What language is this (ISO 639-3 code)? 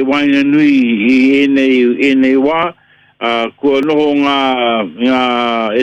mri